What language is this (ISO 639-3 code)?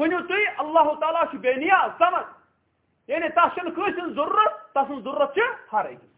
kas